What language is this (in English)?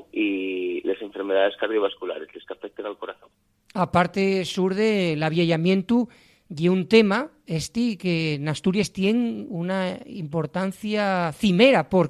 Asturian